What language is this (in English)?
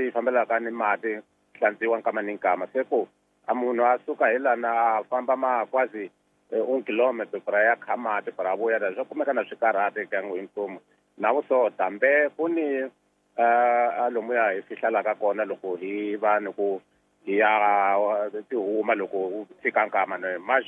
Tsonga